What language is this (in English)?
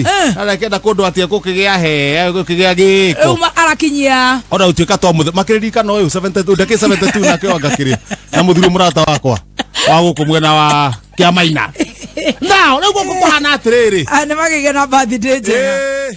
Kikuyu